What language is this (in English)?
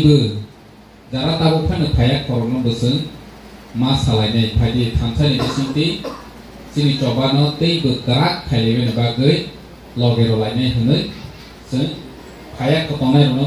Kok Borok